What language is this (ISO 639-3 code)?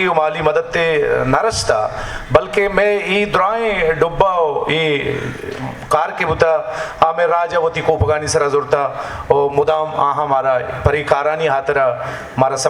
bgp